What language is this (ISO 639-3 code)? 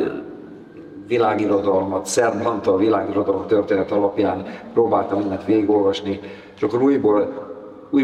hun